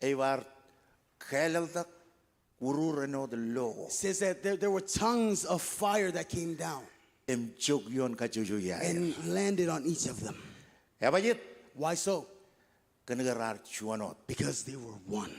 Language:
Marshallese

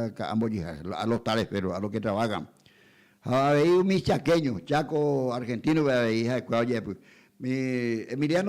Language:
Guarani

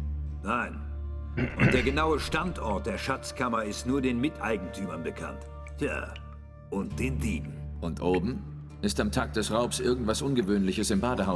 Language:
Swiss German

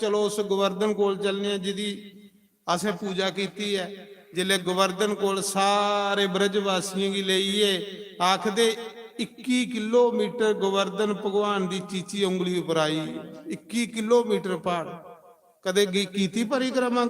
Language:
Dogri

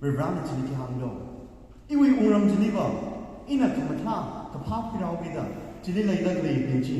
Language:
Tangkhul Naga (India)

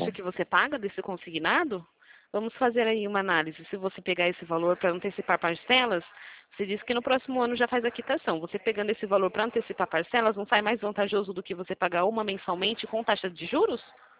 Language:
Portuguese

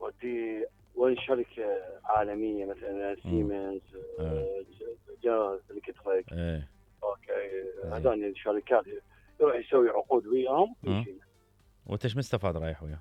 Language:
Mesopotamian Arabic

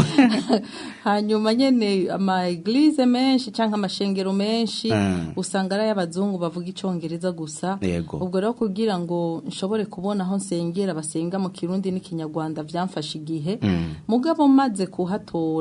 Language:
Rundi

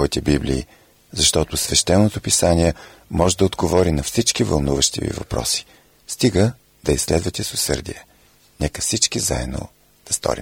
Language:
Bulgarian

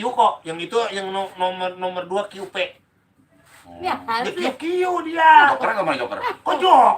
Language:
Betawi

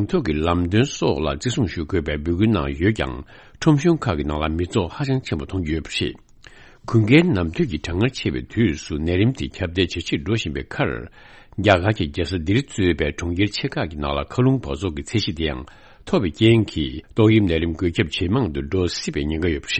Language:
Tibetan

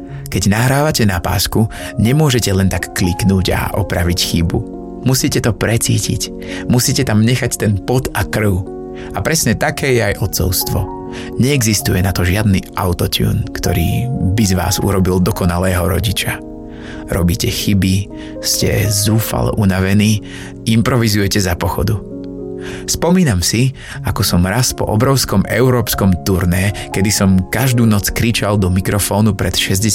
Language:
Slovak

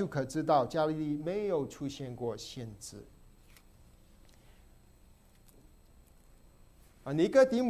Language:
Chinese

